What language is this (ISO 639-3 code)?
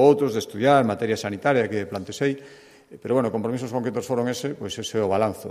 glg